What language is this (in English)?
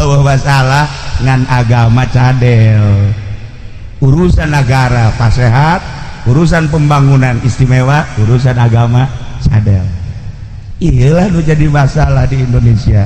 Sundanese